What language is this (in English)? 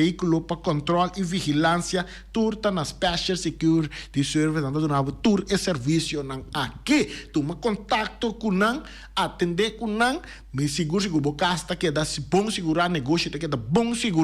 Papiamento